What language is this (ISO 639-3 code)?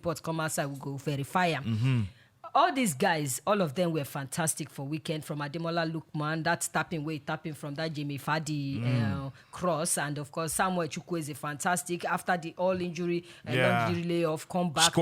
pcm